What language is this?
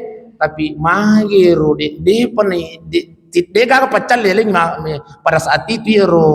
Buginese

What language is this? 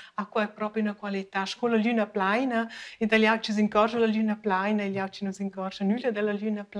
Romansh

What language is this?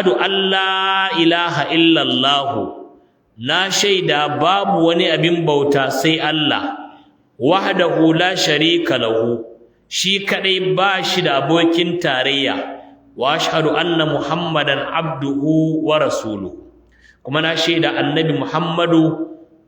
Hausa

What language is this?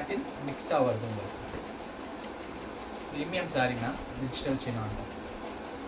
Tamil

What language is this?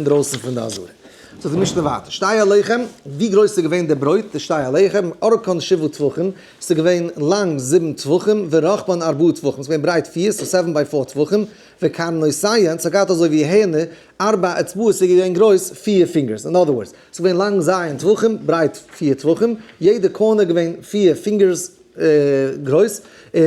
Yiddish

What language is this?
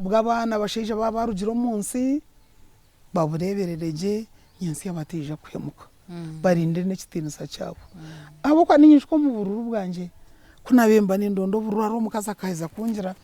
Nyankole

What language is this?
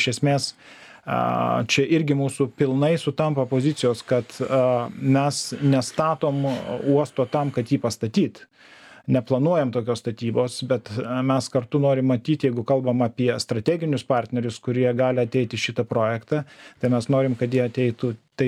Lithuanian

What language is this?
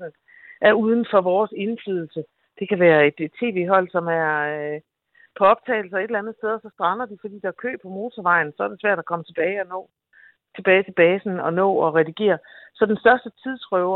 Danish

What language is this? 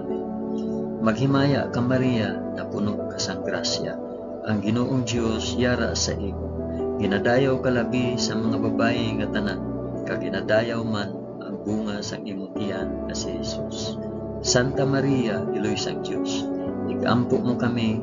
Hiligaynon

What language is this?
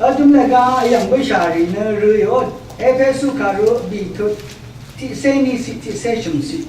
Rawang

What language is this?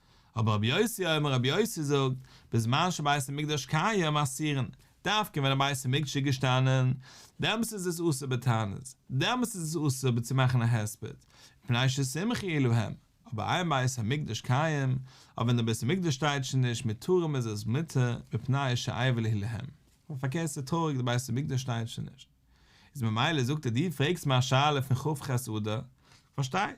Yiddish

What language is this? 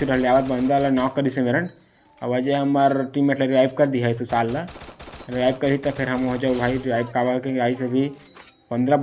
Chhattisgarhi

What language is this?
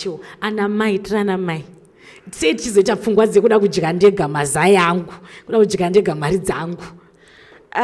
Shona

